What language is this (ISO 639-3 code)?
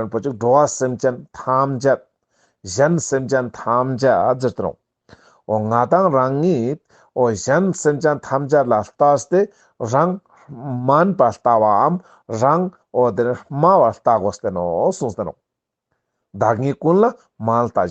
lbj